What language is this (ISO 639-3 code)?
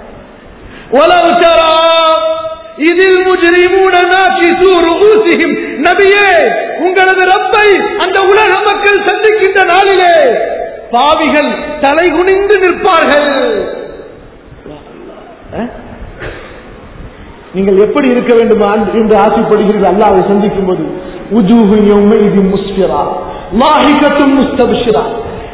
tam